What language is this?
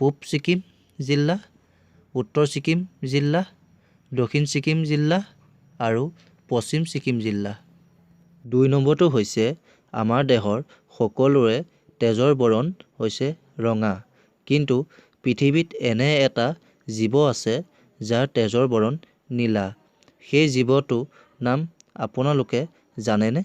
Assamese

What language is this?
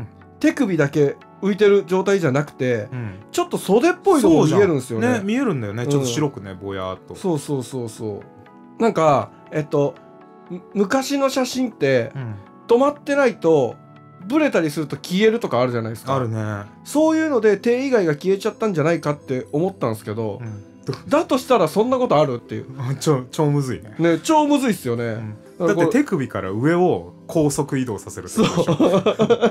Japanese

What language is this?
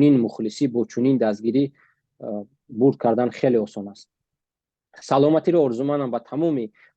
Tajik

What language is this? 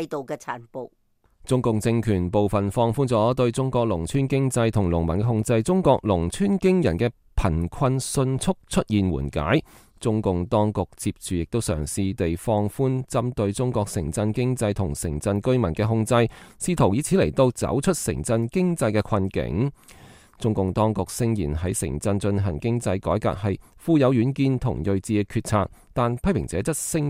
Cantonese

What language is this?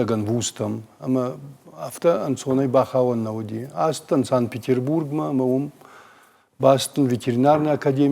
Ossetic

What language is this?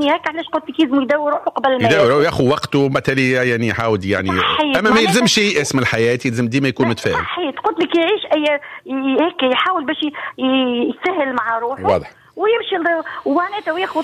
Tunisian Arabic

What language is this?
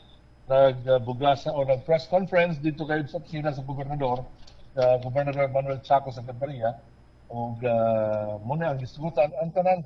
Cebuano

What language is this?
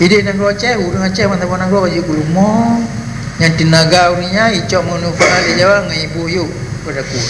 Achinese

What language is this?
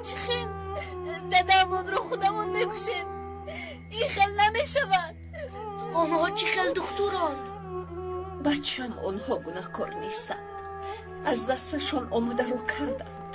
Tajik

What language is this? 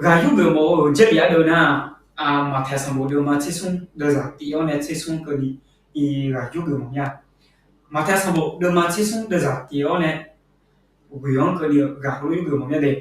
Akha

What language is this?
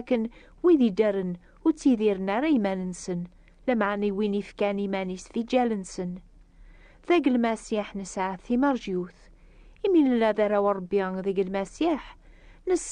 Kabyle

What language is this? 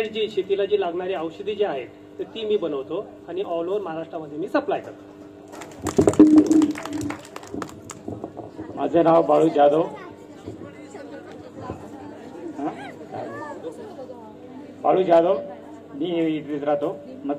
Marathi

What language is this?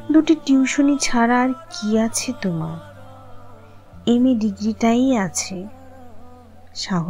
Bangla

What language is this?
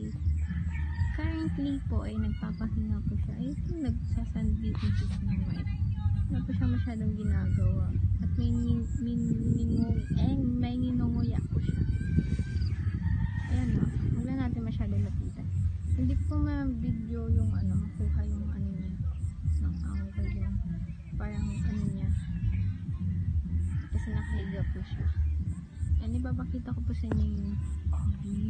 Filipino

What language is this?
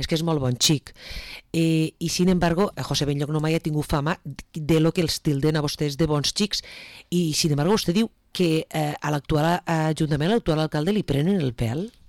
Catalan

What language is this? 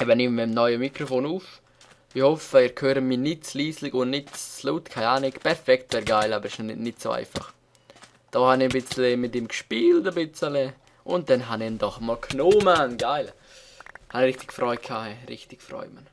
Swiss German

